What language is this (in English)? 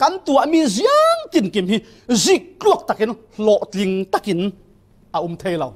Falam Chin